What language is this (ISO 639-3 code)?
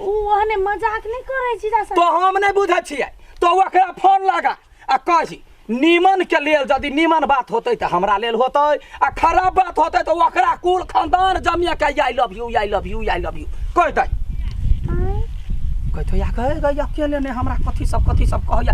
mai